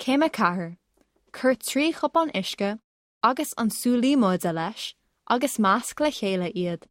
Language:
Irish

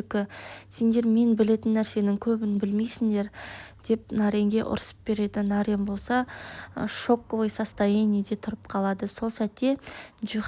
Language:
Kazakh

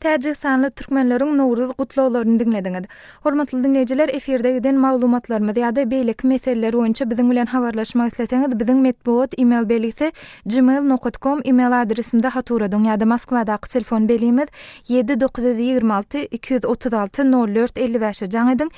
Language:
Turkmen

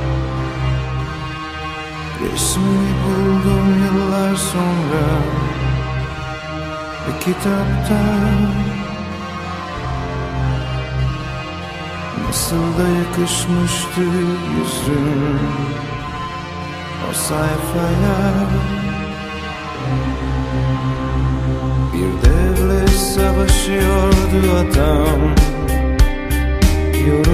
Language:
Turkish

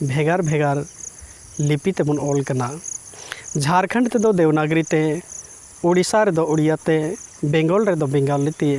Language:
Santali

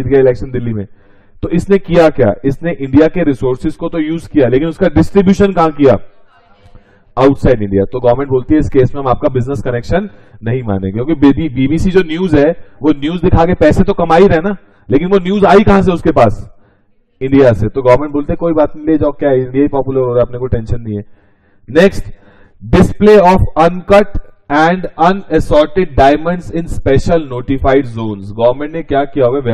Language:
Hindi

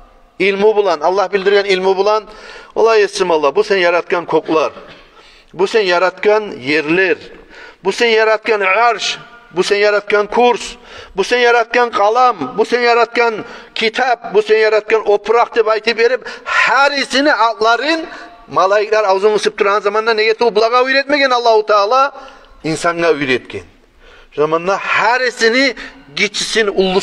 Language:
Kumyk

